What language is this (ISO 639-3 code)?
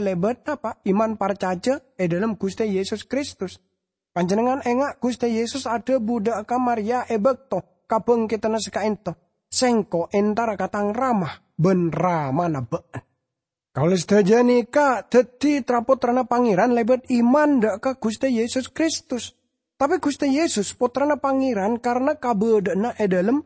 mad